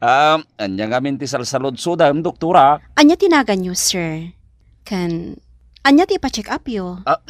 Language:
Iloko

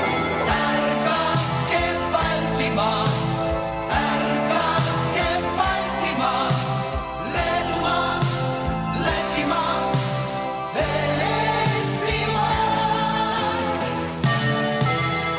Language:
Estonian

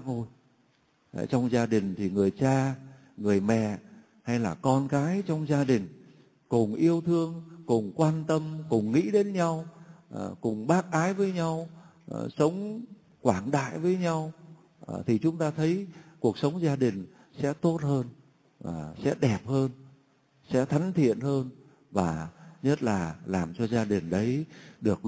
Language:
Vietnamese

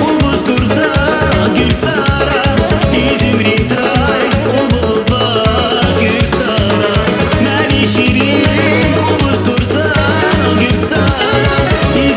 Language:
Tabassaran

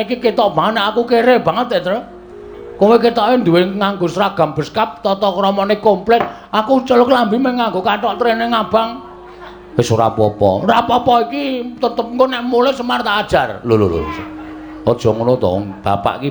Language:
Javanese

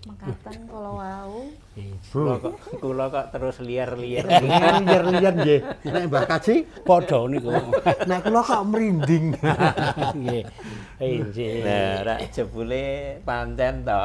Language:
Javanese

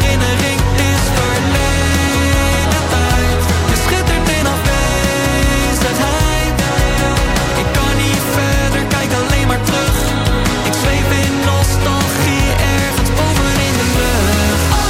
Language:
Dutch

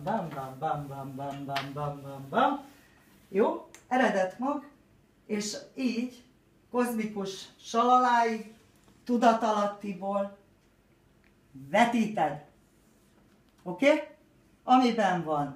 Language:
Hungarian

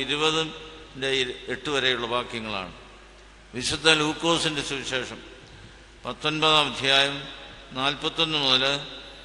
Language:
Malayalam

